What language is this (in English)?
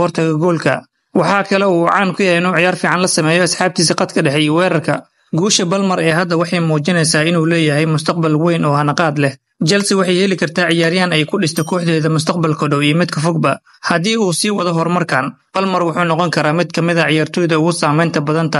Somali